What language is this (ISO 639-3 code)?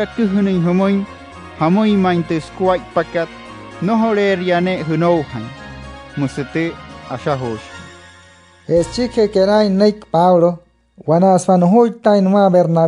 guc